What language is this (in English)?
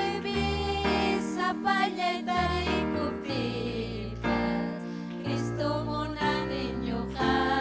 Ayacucho Quechua